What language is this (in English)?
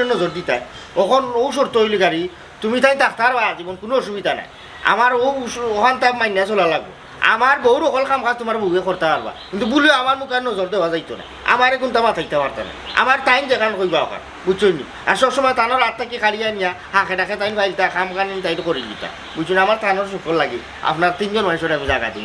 Sylheti